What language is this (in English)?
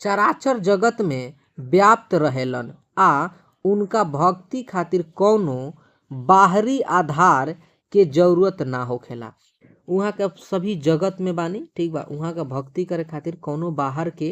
Bhojpuri